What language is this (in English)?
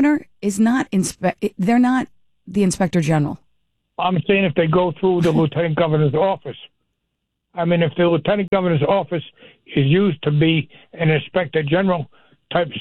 English